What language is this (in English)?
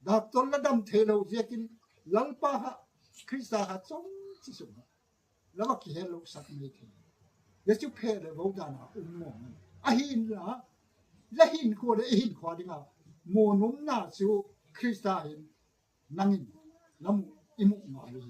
Gangte